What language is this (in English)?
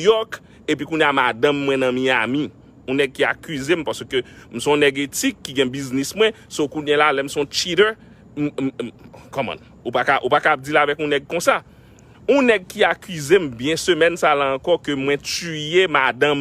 Haitian Creole